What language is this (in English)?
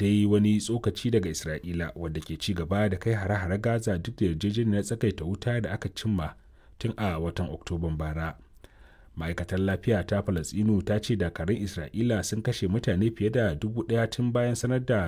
Hausa